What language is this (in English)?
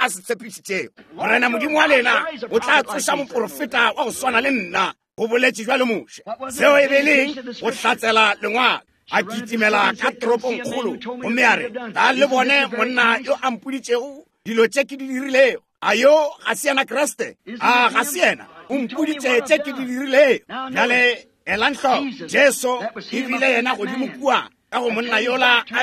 Northern Sotho